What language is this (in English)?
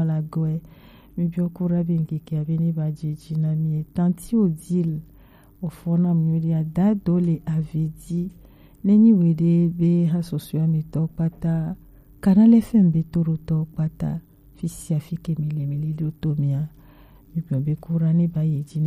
Gen